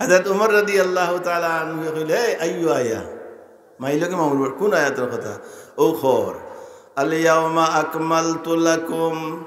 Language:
Sylheti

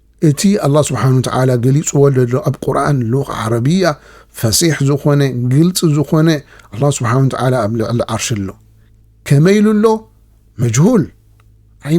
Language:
Tigrinya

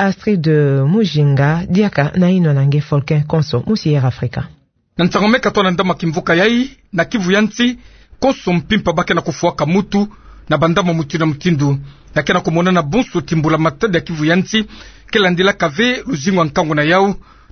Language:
Kituba (Democratic Republic of Congo)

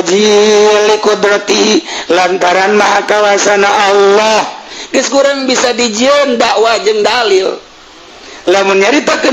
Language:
Sundanese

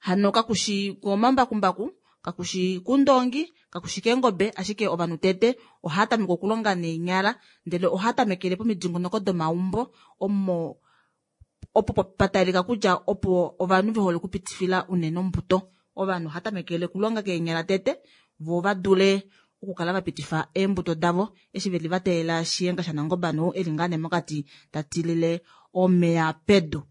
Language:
Kuanyama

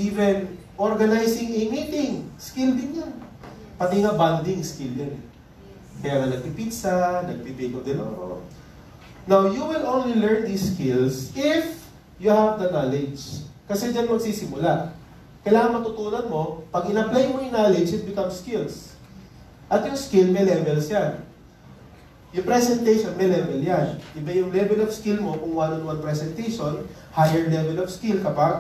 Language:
Filipino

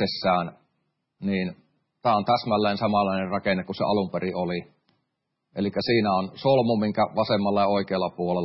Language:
Finnish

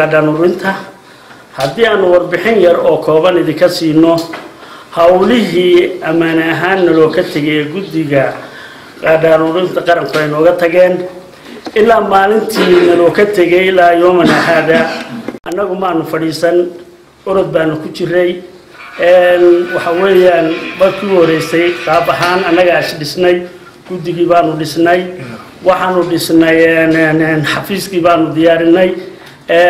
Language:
Somali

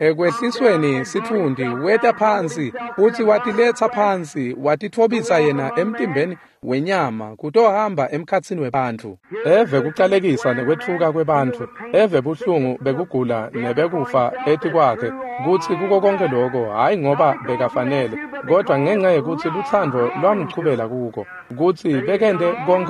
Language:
Swati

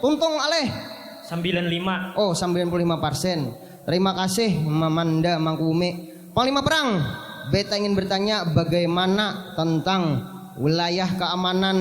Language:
Banjar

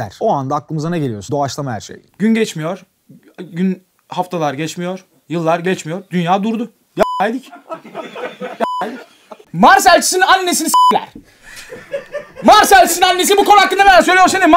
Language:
Turkish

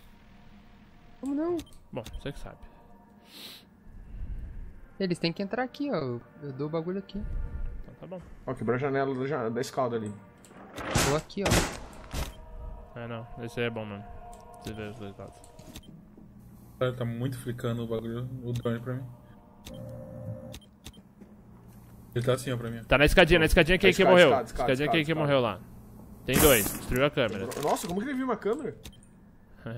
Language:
Portuguese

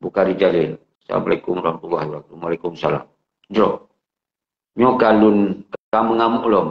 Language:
Achinese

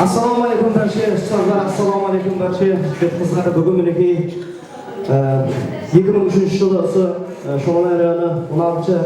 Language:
Kara-Kalpak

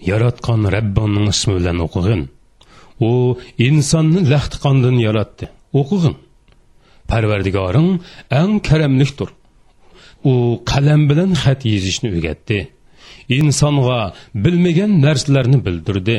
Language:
Uyghur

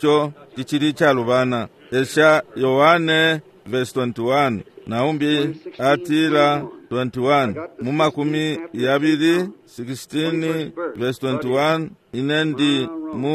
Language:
Bemba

